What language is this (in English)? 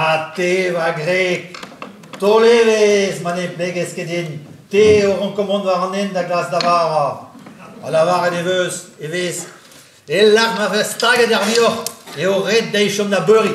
Breton